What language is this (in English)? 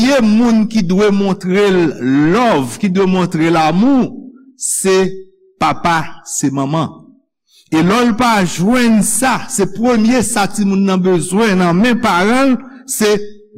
Haitian Creole